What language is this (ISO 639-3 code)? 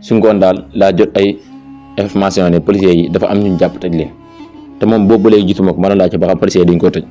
wol